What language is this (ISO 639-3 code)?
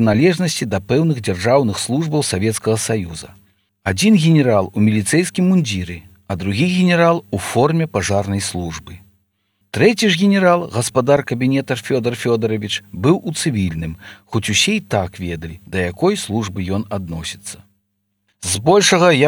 bel